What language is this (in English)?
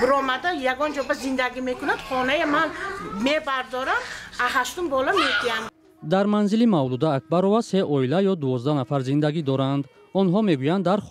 Tajik